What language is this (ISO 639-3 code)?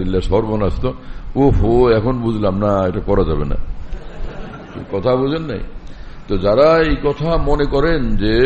ben